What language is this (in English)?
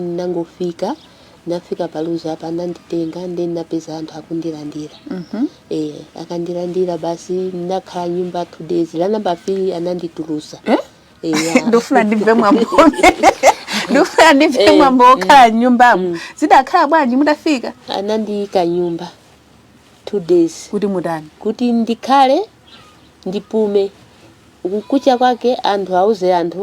Nyanja